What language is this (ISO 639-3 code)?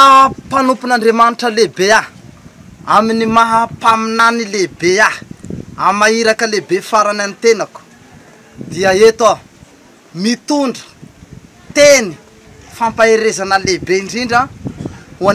mlg